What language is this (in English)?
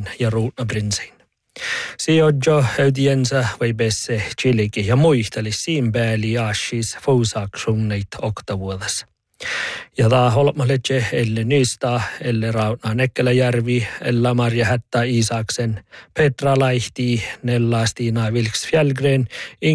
Northern Sami